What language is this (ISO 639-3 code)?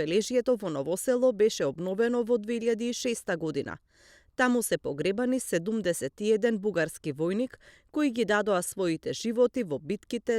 mkd